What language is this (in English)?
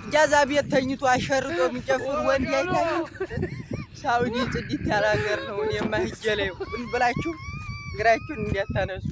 Amharic